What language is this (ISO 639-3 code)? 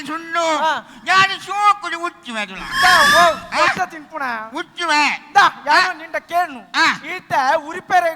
tcy